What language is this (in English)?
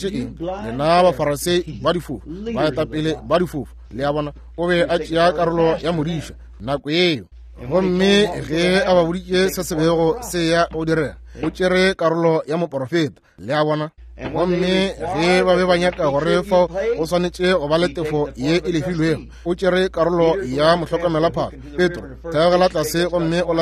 Northern Sotho